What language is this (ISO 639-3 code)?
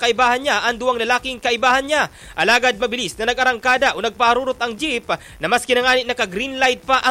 bik